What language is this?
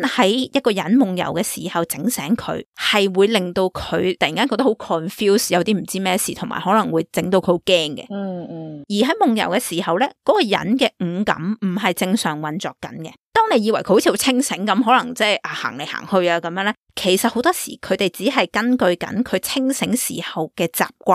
Cantonese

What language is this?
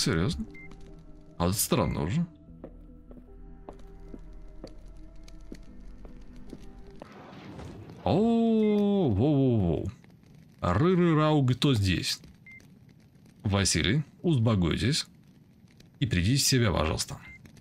Russian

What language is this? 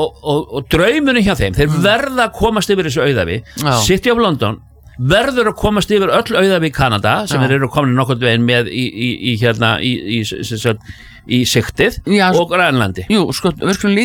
Icelandic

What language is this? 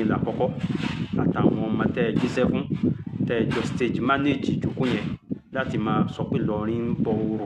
Yoruba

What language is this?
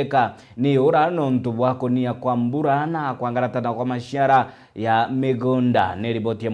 Meru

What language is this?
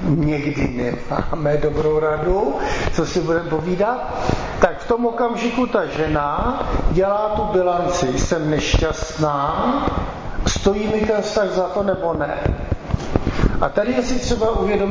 Czech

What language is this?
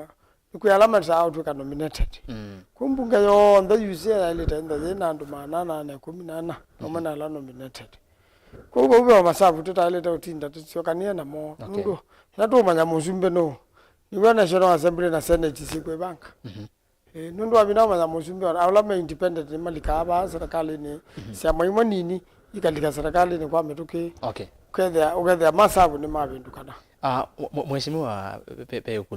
Kamba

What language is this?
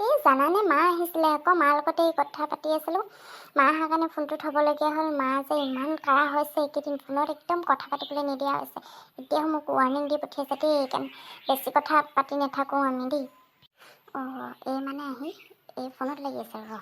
Assamese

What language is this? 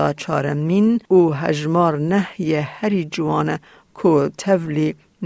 Kurdish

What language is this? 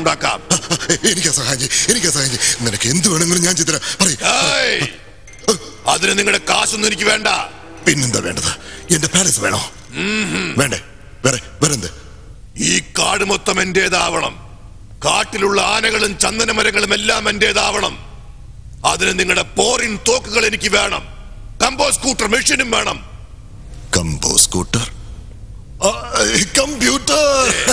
Malayalam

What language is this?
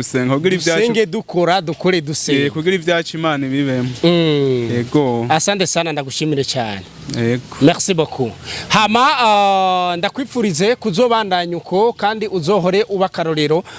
Rundi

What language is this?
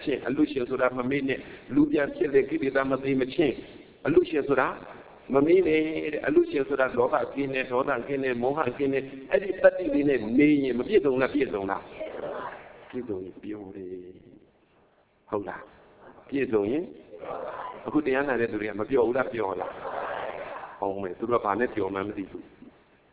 Burmese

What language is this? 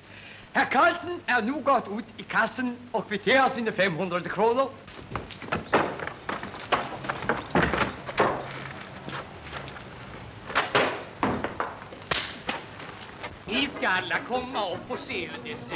Swedish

